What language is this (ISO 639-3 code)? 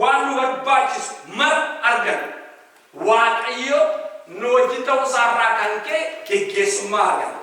orm